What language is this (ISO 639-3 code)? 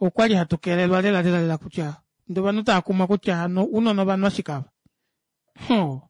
kua